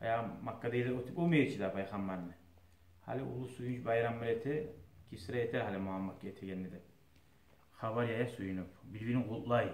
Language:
Kumyk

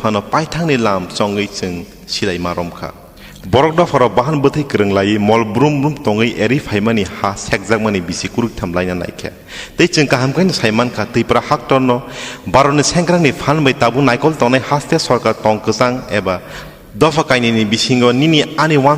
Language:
Kok Borok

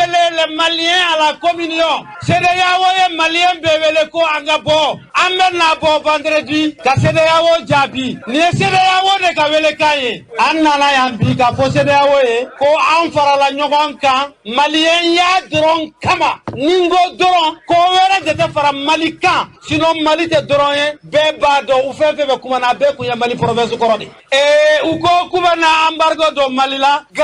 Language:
Bambara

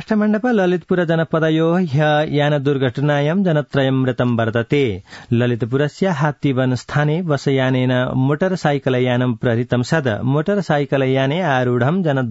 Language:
Sanskrit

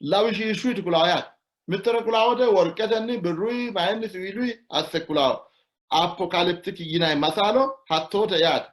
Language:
Sidamo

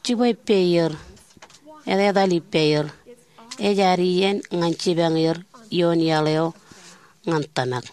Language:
Marshallese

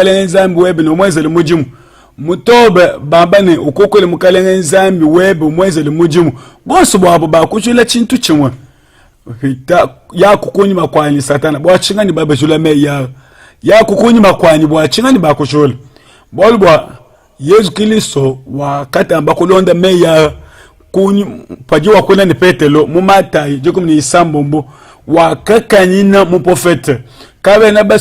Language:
Luba-Lulua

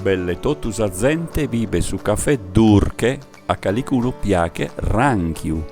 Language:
Sardinian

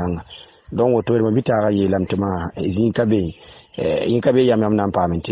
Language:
Mossi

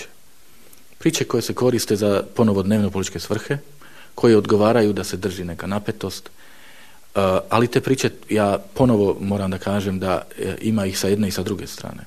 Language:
Bosnian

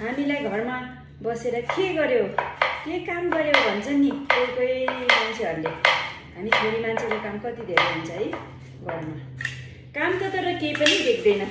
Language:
Nepali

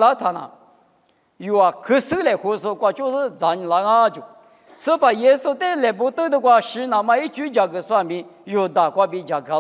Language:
Lisu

